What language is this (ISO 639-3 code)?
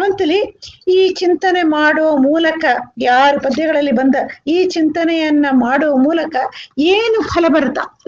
kan